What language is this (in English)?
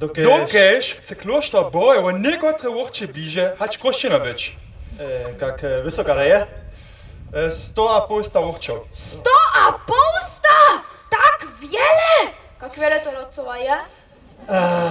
Upper Sorbian